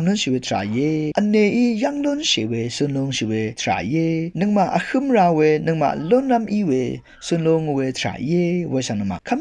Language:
Rawang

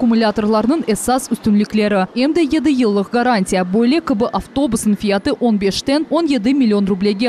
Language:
Crimean Tatar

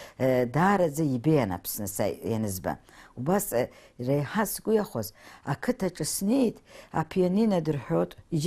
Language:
Abkhazian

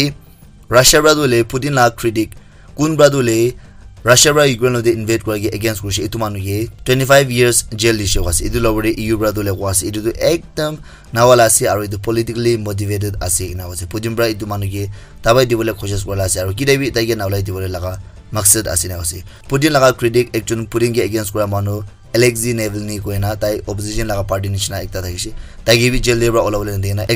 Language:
Naga Pidgin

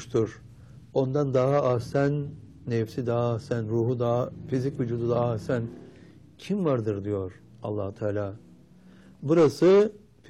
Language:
Turkish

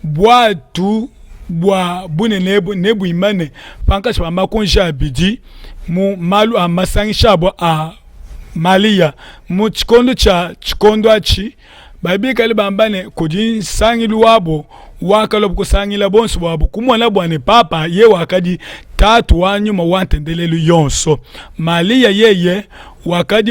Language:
Luba-Lulua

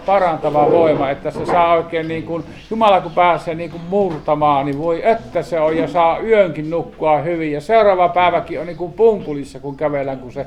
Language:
Finnish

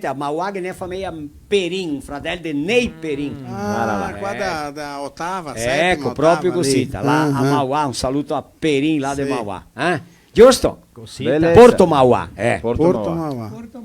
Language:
Venetian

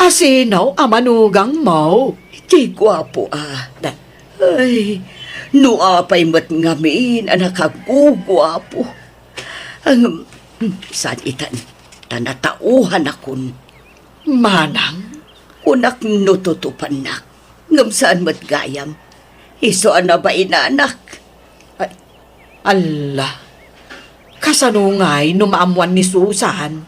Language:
Iloko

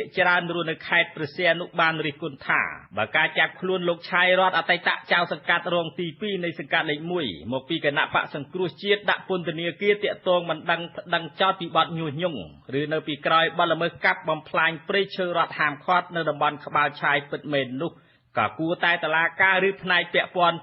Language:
Khmer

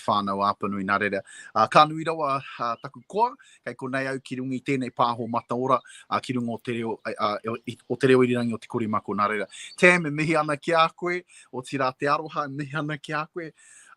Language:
Māori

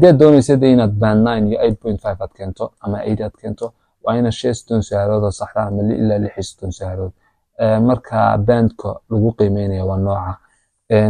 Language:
Somali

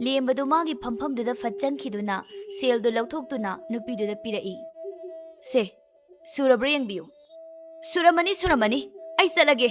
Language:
Manipuri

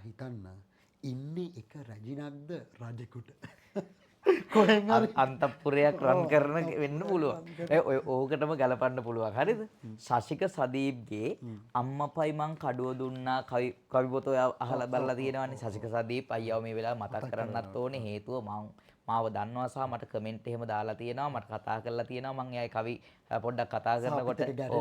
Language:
Sinhala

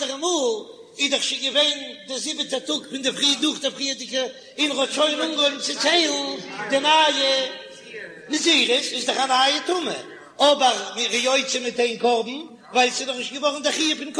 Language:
Yiddish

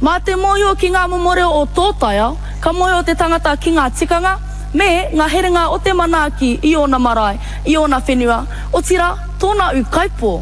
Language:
Māori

